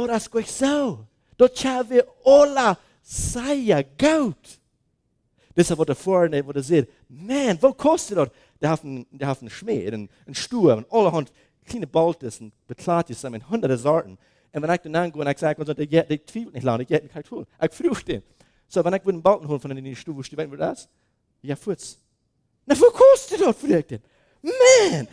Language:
Plautdietsch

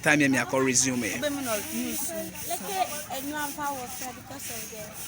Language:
Ewe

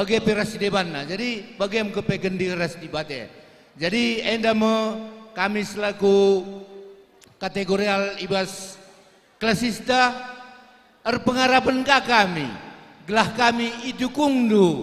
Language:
Batak Karo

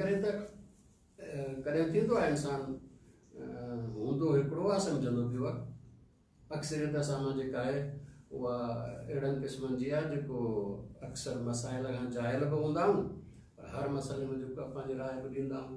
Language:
Sindhi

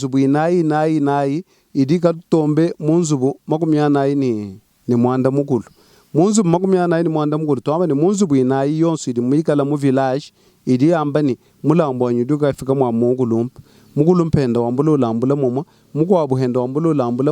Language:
Luba-Lulua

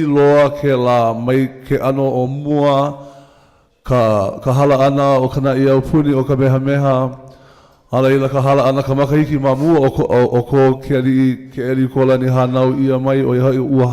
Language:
Hawaiian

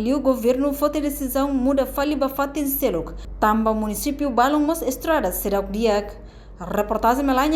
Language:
Tetum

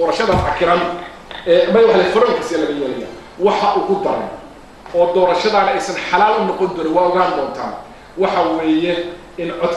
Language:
Somali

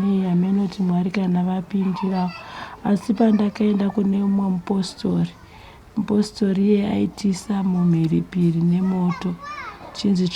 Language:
Shona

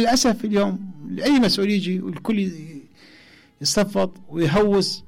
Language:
Mesopotamian Arabic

